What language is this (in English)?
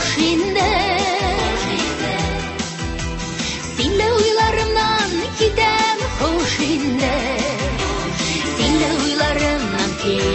Tatar